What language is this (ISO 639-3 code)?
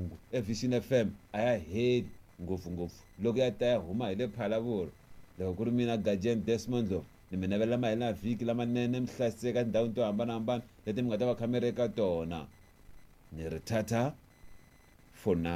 tso